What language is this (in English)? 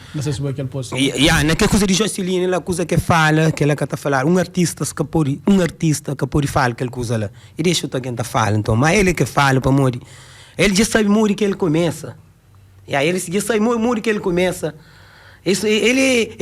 Kabuverdianu